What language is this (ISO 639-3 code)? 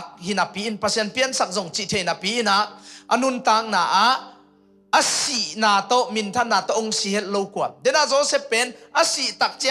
ctd